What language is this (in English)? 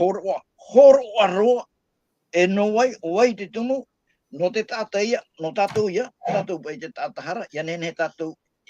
Tahitian